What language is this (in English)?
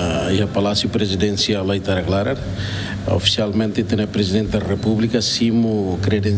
Tetum